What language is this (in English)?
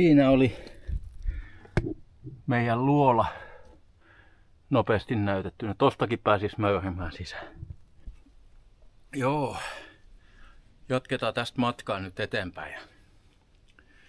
Finnish